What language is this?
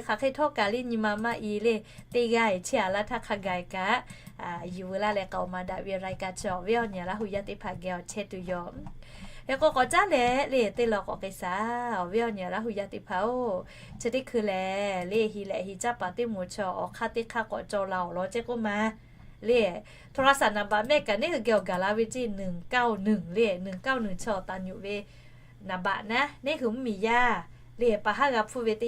Lahu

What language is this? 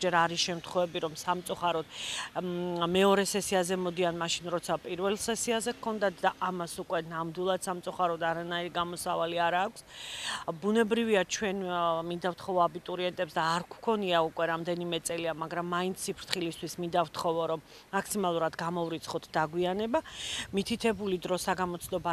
Georgian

